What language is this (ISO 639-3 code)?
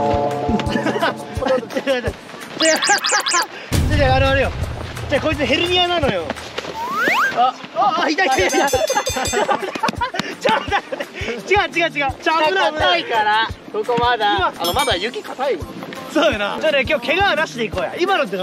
jpn